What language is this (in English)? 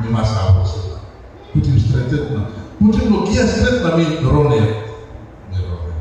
Tok Pisin